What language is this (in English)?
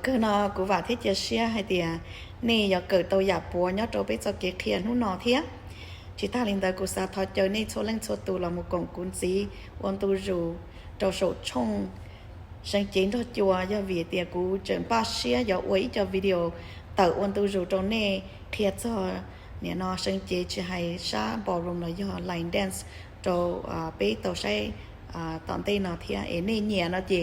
Hmong